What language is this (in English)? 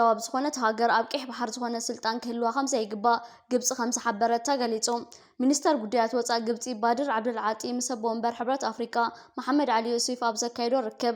Tigrinya